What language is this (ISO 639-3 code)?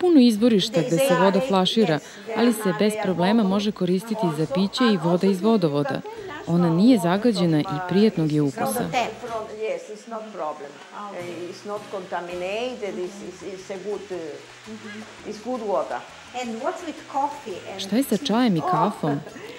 srp